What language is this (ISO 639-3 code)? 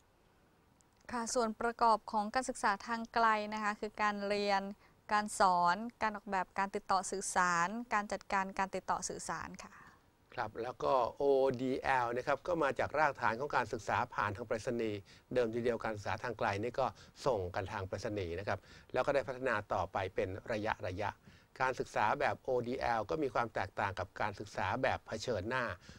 tha